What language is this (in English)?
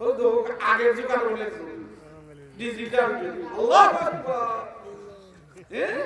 Sylheti